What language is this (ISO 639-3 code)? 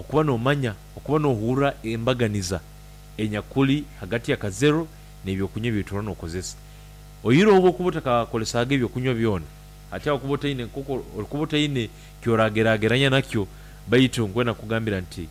nyn